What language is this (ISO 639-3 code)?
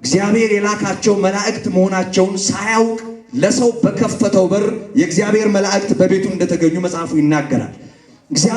amh